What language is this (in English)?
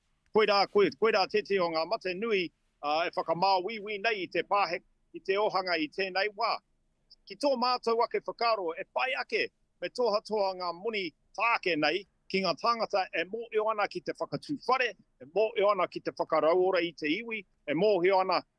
Māori